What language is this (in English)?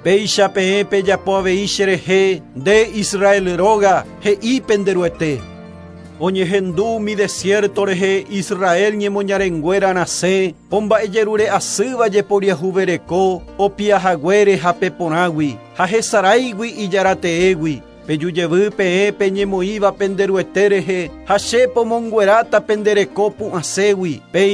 Guarani